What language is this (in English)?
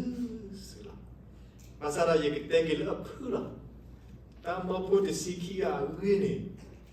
S'gaw Karen